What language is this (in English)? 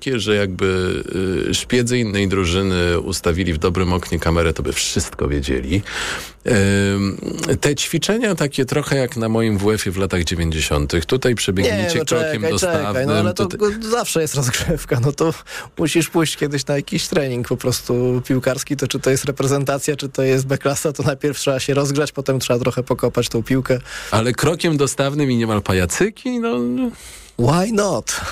Polish